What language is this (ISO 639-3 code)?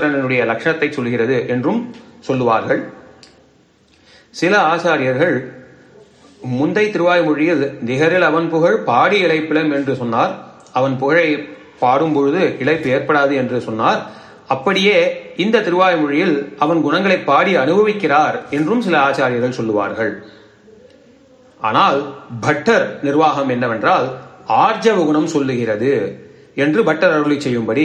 tam